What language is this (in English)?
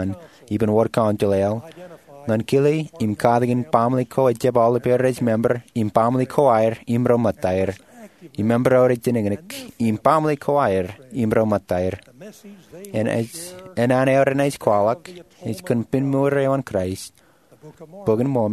Marshallese